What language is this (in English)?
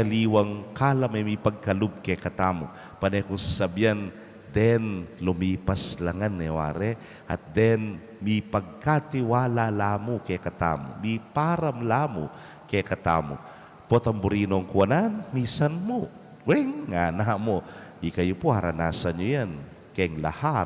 Pampanga